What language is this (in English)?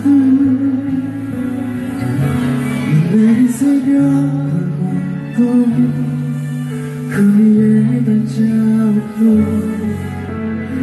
Korean